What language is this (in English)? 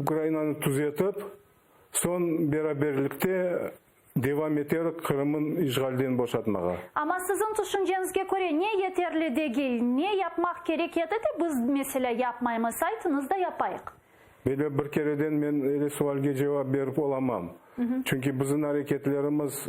Crimean Tatar